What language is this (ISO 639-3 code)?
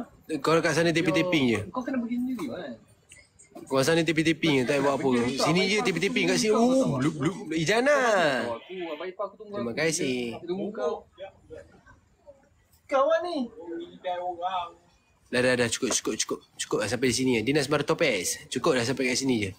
msa